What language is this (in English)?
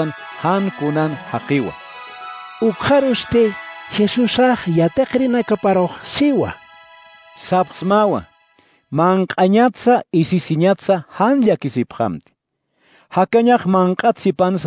Aymara